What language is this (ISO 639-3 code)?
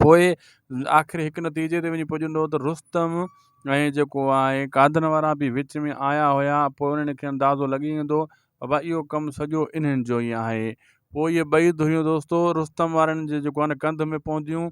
snd